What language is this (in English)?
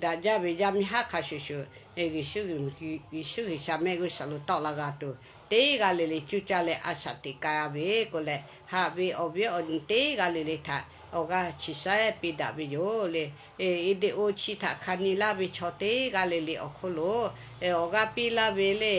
Lahu